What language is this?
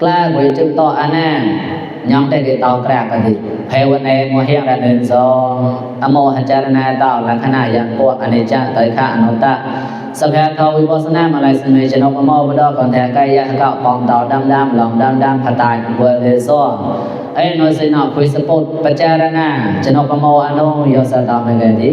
Mon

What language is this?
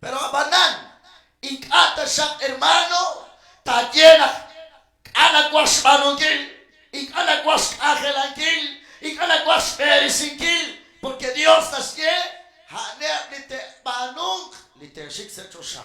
Kekchí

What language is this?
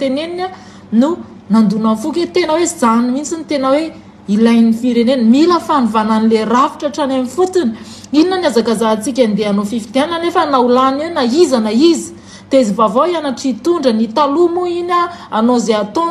Malagasy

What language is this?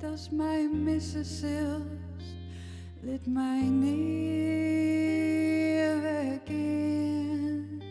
Western Frisian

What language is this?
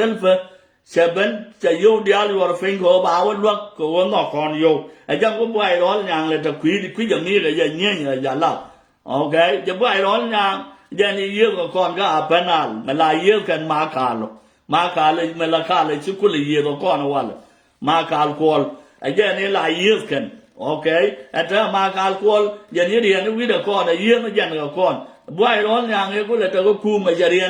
Nuer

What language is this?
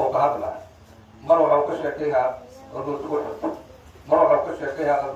Somali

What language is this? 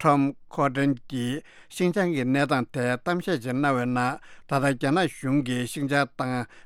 Tibetan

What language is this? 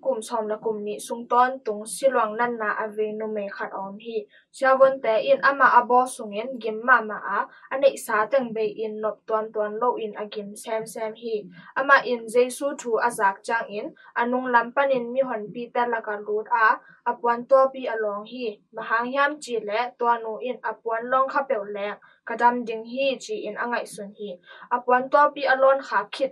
Tedim Chin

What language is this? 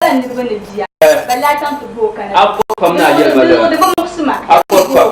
Dagbani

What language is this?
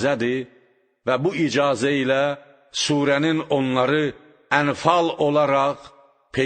Azerbaijani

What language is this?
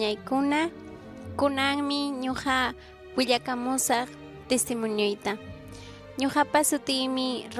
Ayacucho Quechua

